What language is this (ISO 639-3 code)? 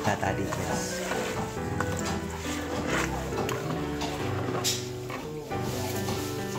msa